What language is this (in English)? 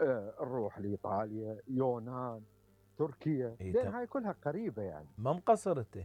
Mesopotamian Arabic